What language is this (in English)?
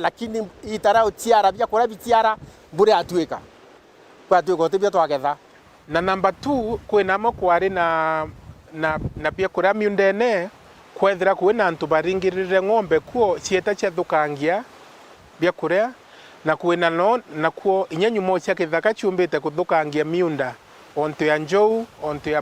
Meru